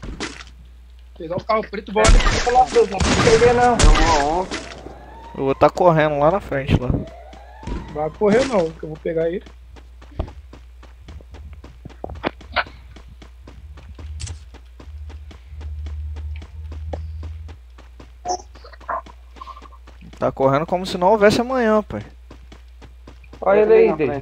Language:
Portuguese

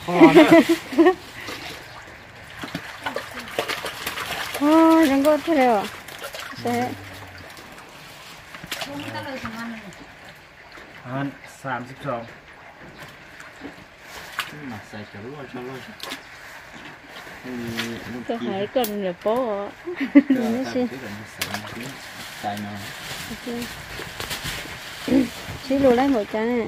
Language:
Vietnamese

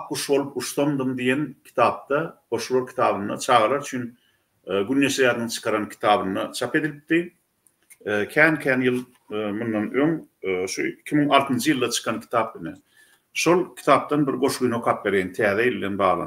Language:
Turkmen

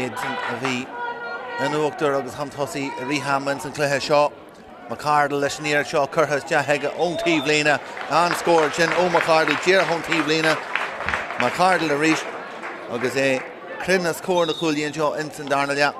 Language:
Irish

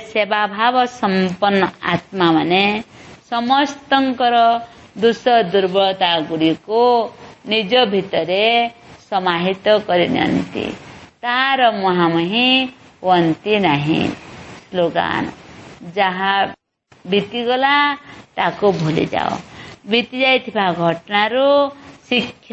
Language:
Odia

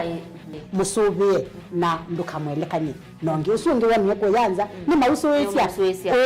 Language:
Kamba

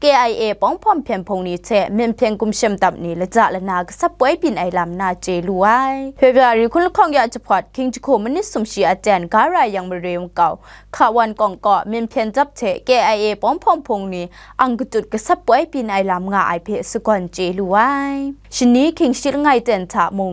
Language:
Kachin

